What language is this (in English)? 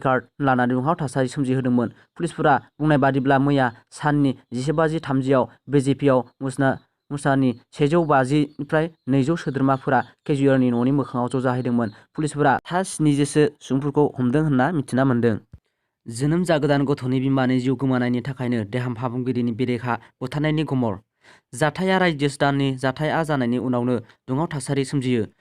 Bodo